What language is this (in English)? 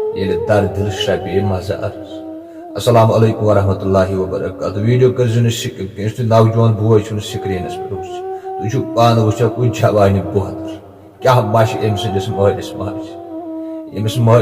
Kashmiri